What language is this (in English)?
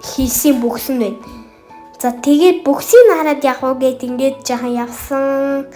Mongolian